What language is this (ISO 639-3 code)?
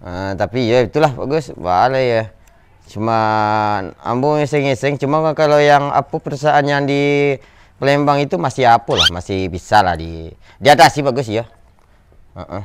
min